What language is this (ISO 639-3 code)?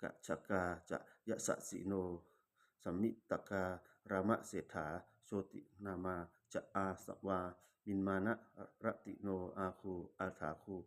pli